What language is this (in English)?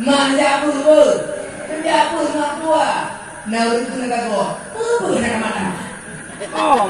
Achinese